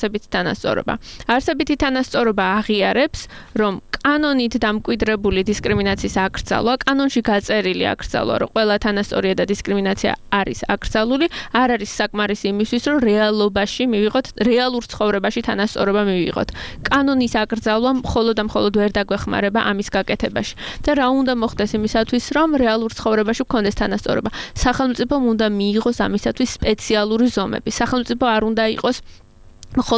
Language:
Georgian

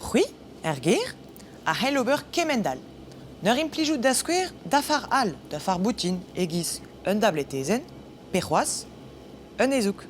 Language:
Breton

